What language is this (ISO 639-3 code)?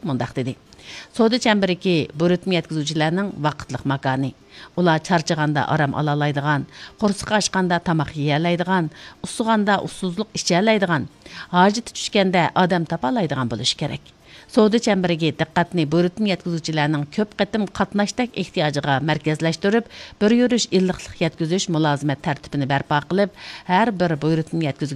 uig